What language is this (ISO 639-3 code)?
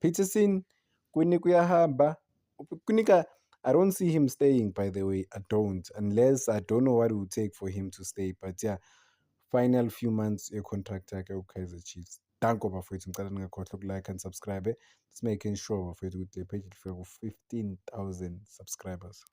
zul